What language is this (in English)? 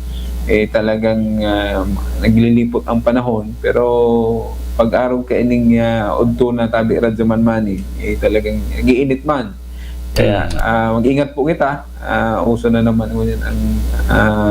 Bikol